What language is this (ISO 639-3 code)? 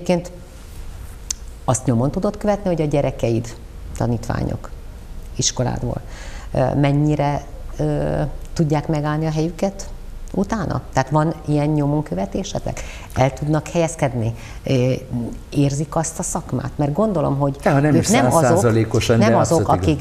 hun